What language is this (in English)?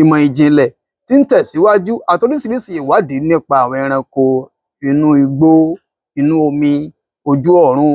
Yoruba